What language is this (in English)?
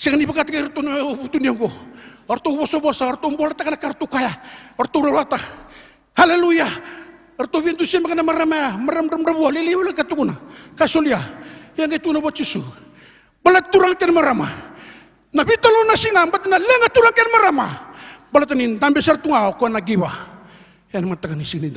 Fijian